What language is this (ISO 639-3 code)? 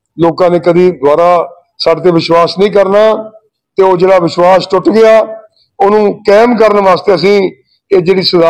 pan